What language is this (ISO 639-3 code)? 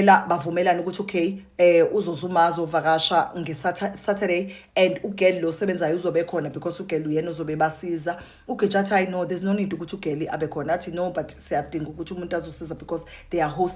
zul